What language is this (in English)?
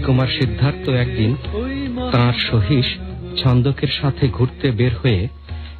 Bangla